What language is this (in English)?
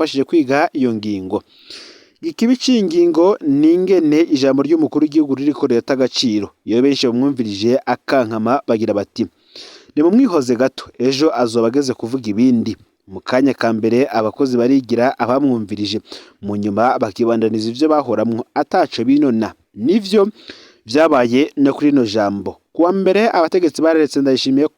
Rundi